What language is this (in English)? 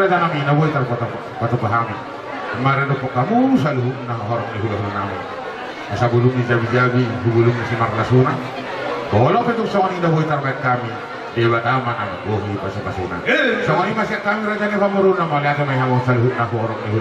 Batak Toba